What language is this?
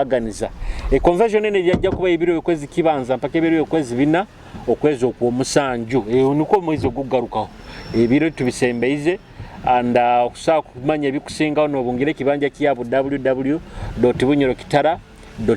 Nyoro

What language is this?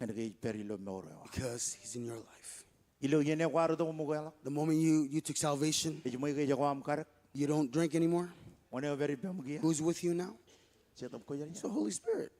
Marshallese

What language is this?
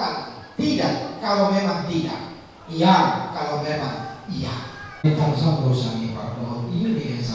Batak Toba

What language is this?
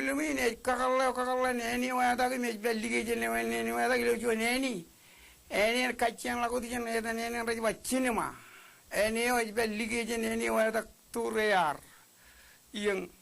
Marshallese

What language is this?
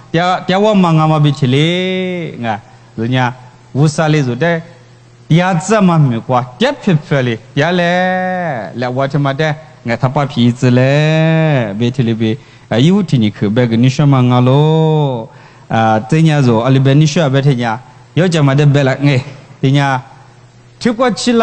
Lisu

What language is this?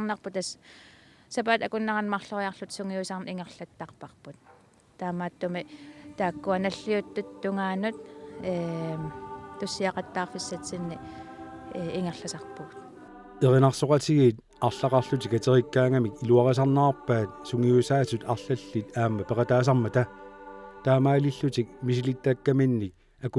Kalaallisut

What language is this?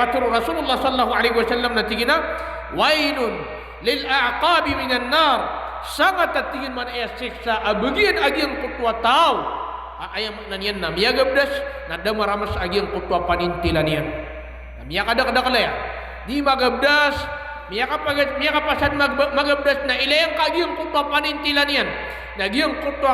Maranao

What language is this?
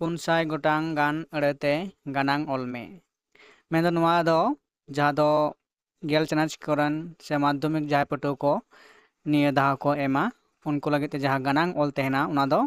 Santali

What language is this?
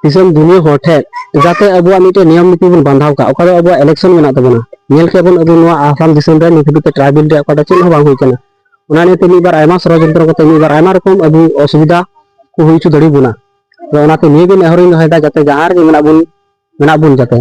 Santali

